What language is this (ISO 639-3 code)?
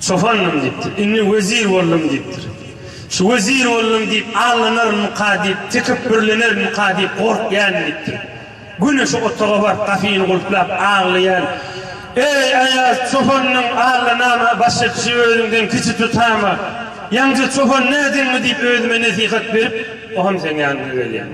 tuk